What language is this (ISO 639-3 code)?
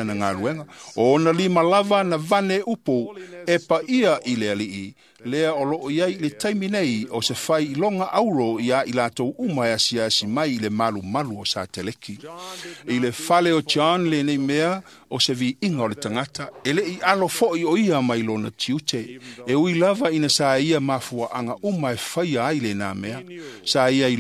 smo